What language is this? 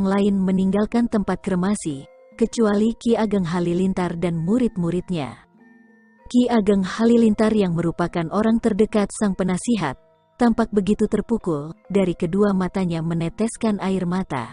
Indonesian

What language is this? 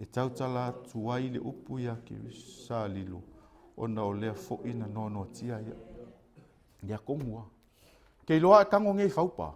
Samoan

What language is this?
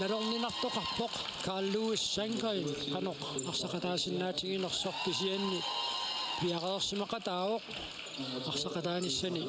Kalaallisut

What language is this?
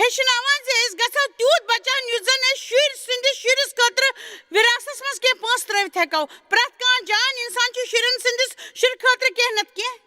Kashmiri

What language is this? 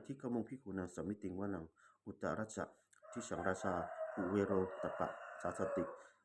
Pali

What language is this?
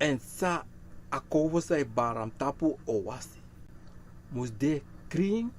Sranan Tongo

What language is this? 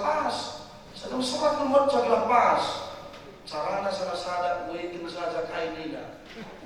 Batak Karo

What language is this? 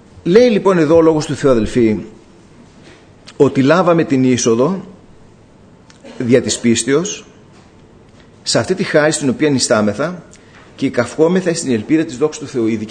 Greek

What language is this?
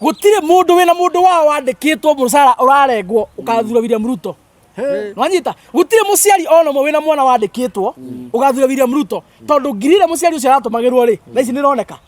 Kikuyu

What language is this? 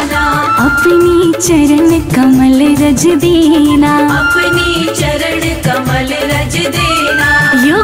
Hindi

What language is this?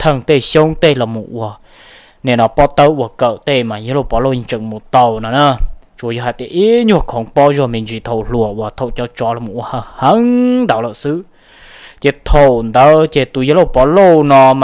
Hmong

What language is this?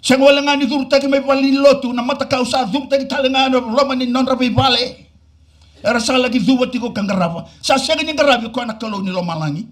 Fijian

